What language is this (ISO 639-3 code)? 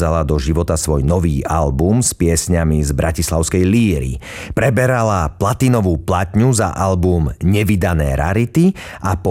slk